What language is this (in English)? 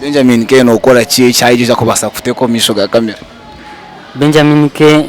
Nyankole